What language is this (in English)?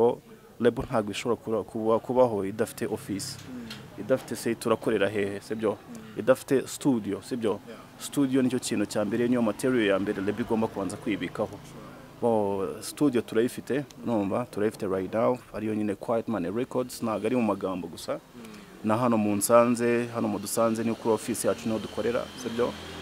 Kinyarwanda